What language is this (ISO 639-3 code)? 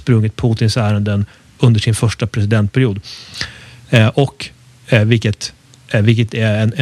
swe